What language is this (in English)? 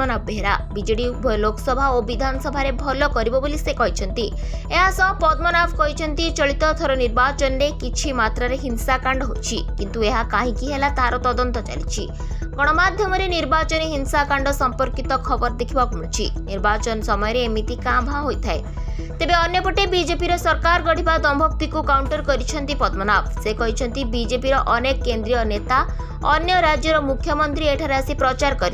Odia